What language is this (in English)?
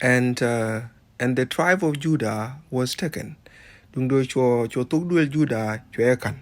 Nuer